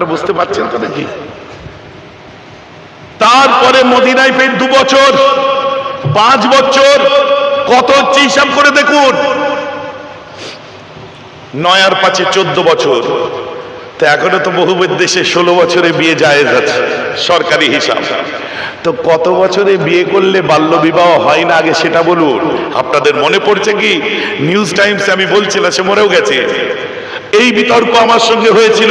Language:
Bangla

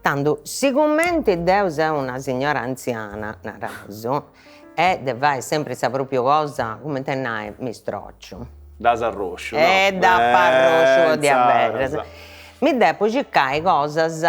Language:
Sardinian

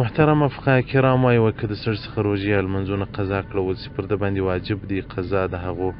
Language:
Pashto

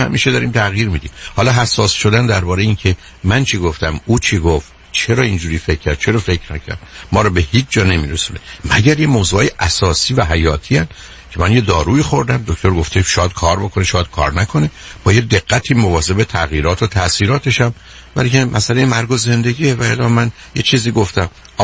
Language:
Persian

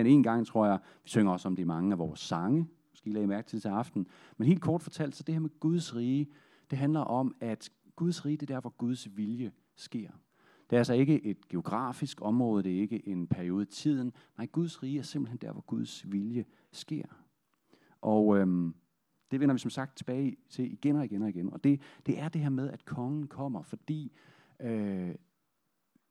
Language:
Danish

